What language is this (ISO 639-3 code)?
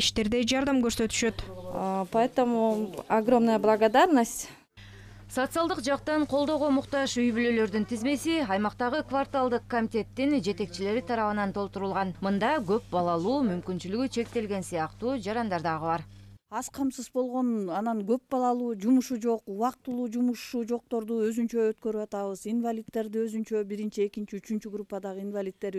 kir